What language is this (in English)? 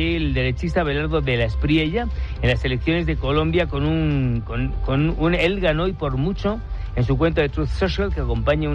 Spanish